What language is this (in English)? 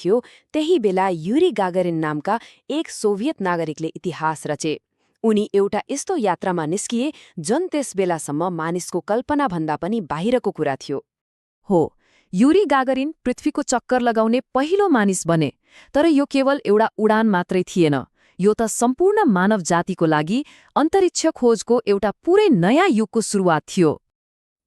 Nepali